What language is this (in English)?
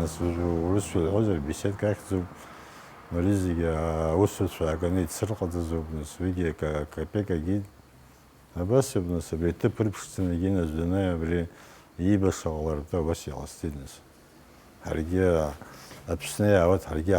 Abkhazian